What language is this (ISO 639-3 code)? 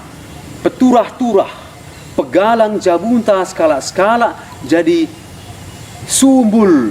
btx